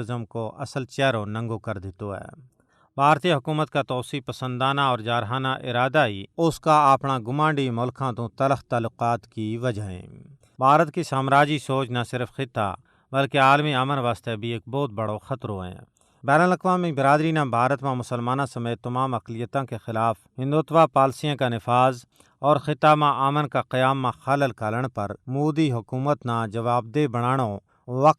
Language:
Gujari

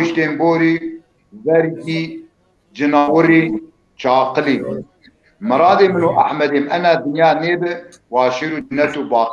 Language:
Zaza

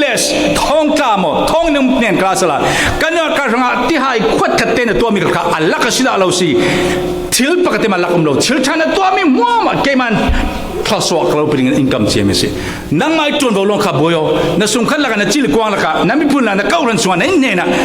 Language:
Falam Chin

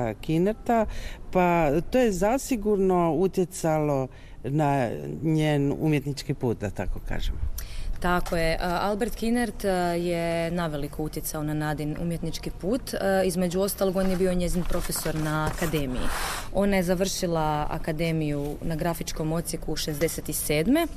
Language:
Croatian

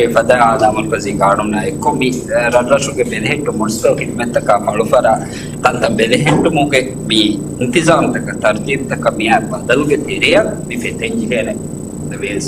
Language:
Divehi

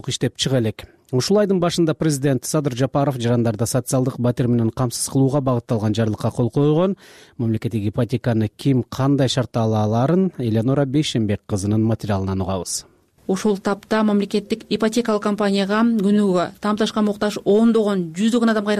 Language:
Kyrgyz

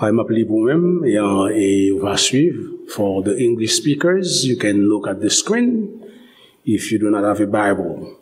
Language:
Haitian Creole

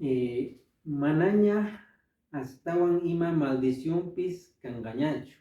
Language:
Quechua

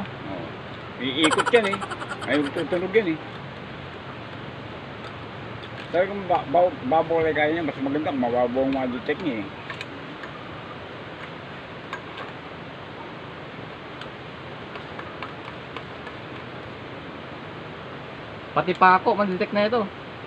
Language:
Filipino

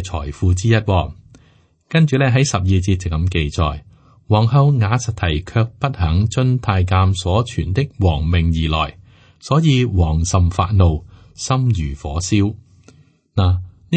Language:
Cantonese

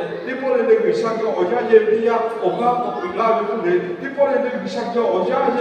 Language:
Lahu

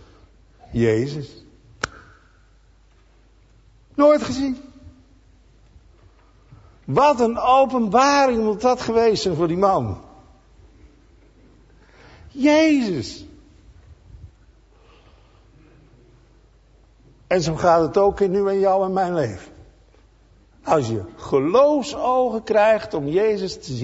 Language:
Dutch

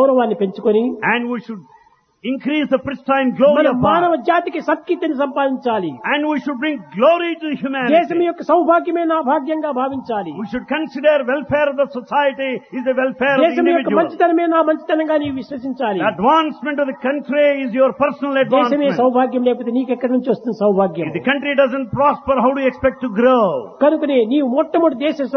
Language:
Telugu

